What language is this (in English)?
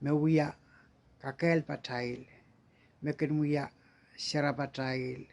Pohnpeian